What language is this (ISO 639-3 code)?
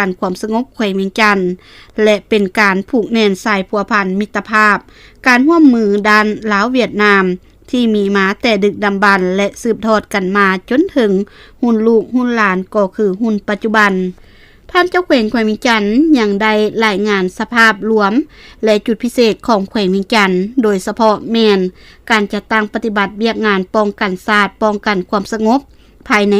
lao